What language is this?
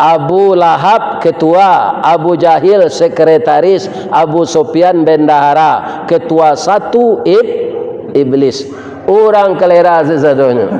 Minangkabau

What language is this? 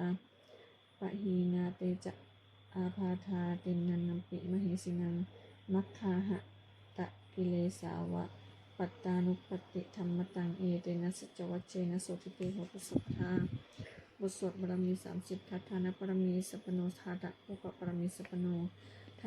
Pali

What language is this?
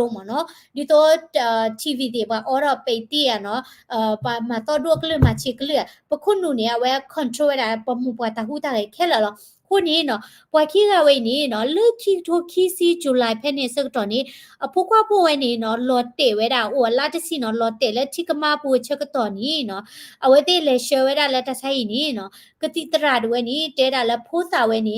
S'gaw Karen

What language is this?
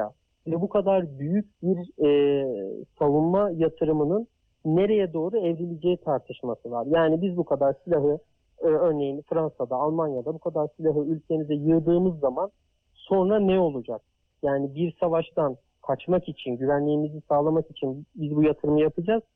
Turkish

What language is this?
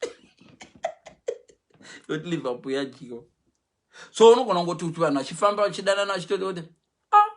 Shona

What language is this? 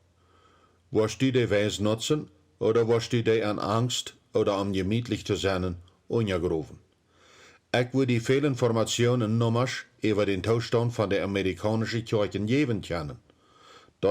Plautdietsch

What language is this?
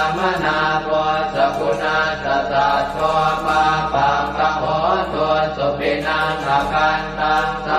Pali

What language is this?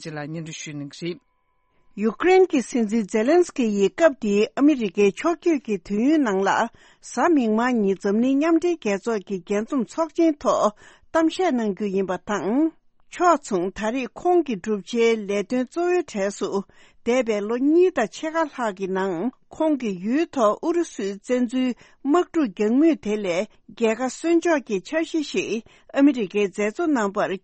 Tibetan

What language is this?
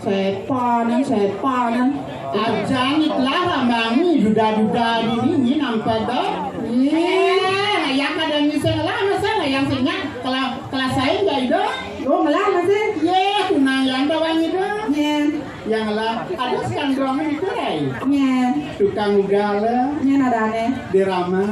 Balinese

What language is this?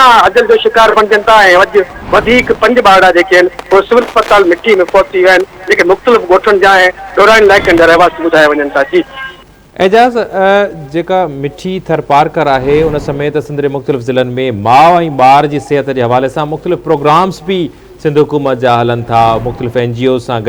Sindhi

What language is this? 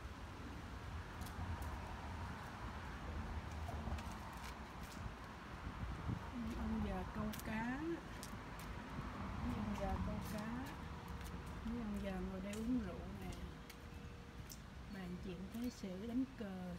Vietnamese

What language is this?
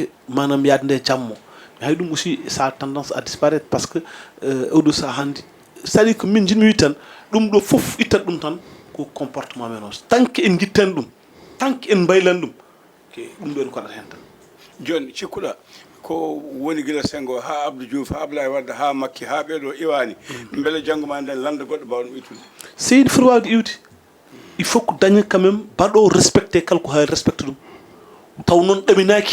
Fula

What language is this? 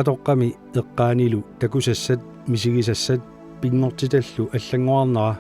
Kalaallisut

